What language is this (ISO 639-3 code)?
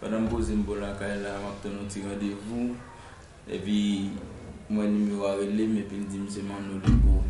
hat